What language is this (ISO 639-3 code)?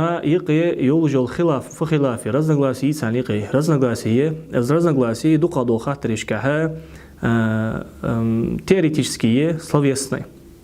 inh